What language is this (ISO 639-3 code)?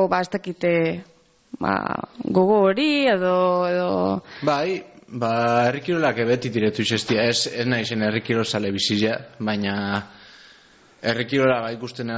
eus